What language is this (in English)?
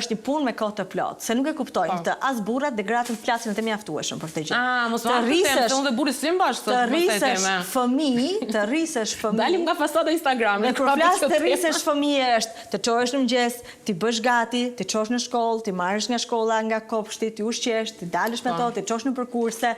Albanian